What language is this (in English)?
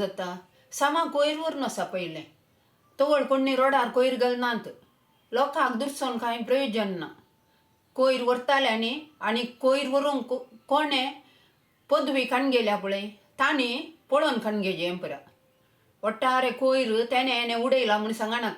Konkani